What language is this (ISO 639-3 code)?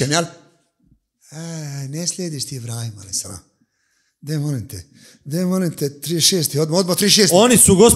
bos